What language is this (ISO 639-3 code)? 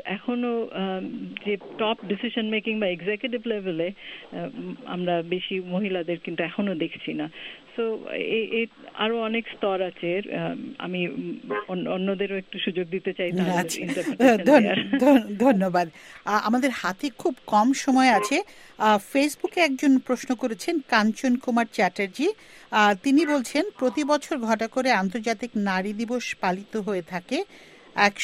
ben